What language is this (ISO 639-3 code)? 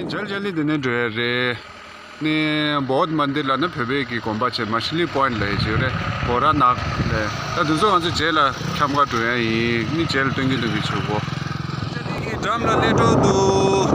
bod